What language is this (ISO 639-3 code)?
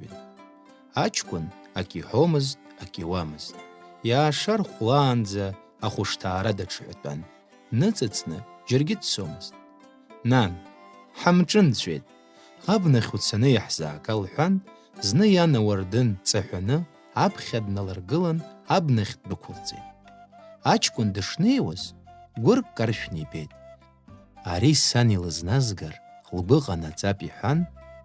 abk